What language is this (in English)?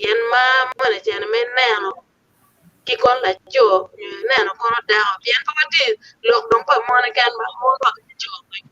Acoli